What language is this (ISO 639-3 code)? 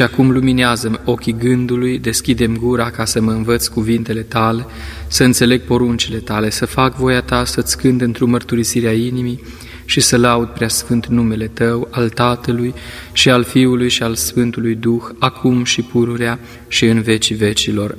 ron